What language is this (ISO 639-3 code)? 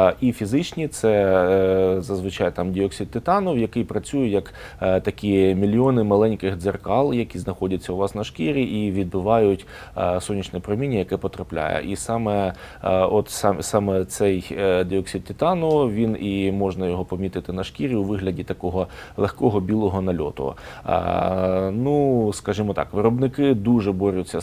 ukr